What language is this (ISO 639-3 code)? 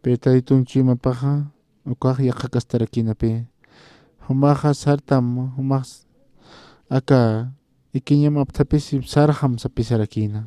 aym